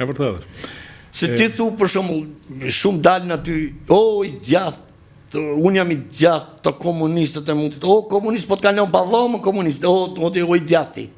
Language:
Albanian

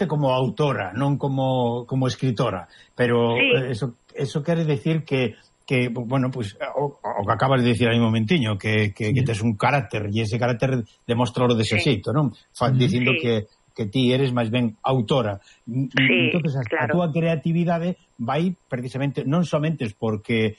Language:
Galician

